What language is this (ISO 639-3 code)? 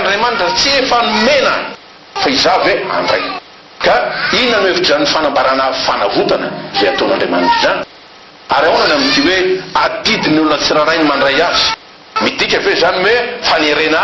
mlg